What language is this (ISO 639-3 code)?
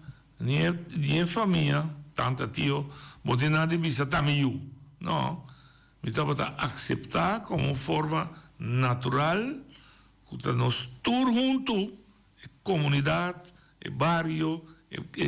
pap